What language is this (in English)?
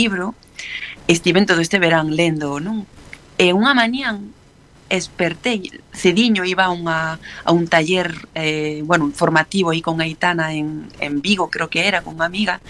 Galician